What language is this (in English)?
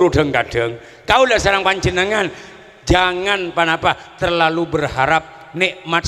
Madurese